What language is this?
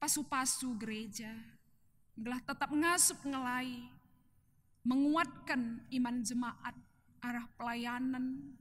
Batak Karo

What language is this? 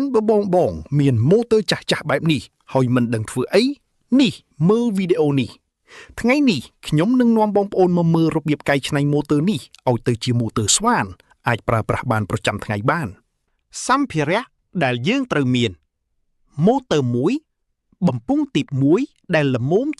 Khmer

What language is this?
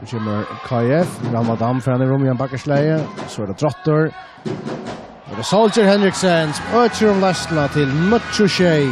Faroese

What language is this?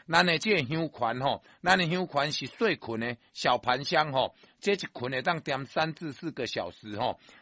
Min Nan Chinese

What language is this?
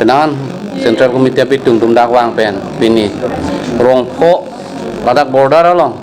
Karbi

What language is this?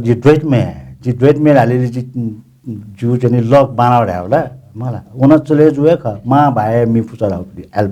Newari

